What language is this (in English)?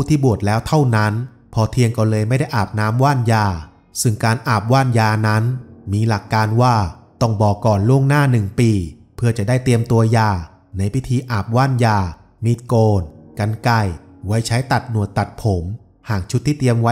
Thai